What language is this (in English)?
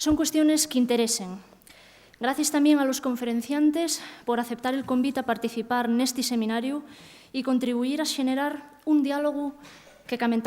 Asturian